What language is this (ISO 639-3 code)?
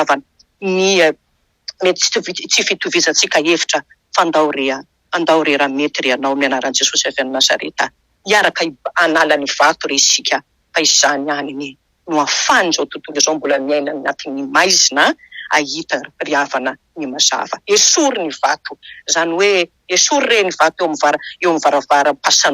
mlg